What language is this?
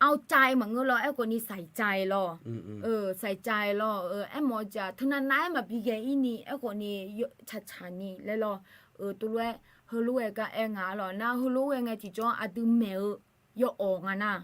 Akha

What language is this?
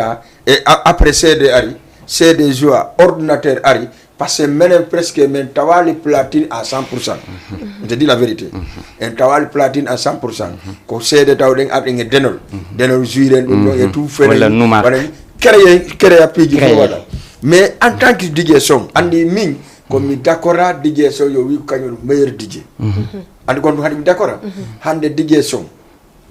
Fula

